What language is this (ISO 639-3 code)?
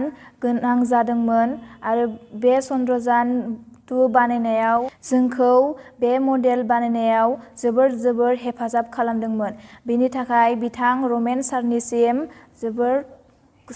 brx